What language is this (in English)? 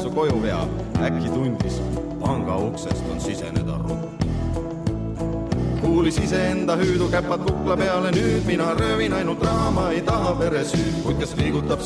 Estonian